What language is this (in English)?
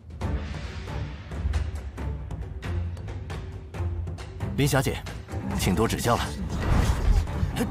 Chinese